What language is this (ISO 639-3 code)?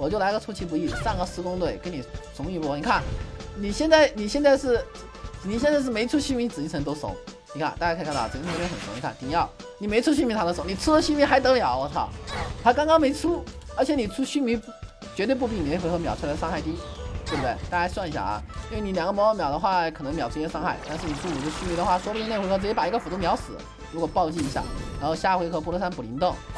zho